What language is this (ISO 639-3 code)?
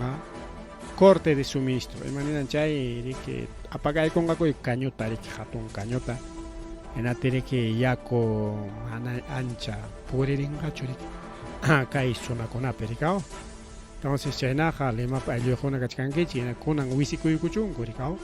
quy